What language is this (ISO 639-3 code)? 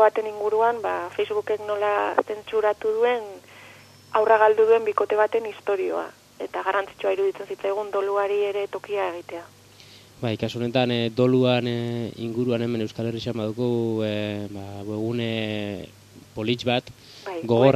eus